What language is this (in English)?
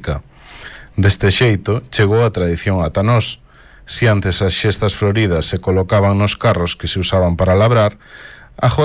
Galician